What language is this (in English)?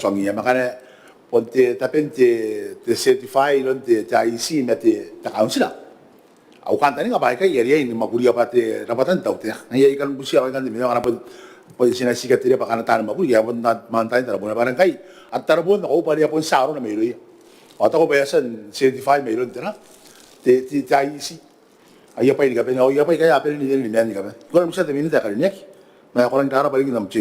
Gilbertese